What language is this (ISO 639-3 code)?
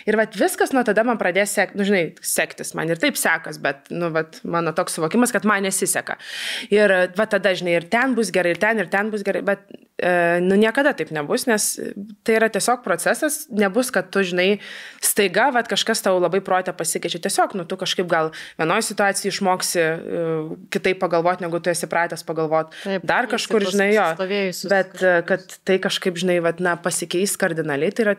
lit